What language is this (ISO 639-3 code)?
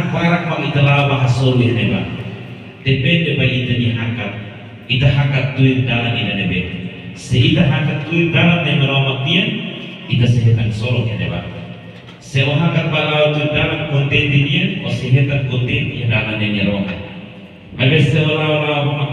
tet